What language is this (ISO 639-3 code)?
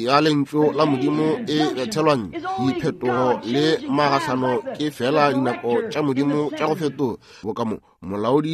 nso